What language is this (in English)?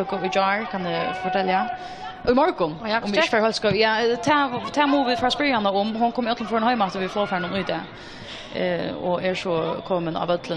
Faroese